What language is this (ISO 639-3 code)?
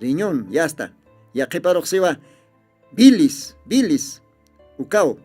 aym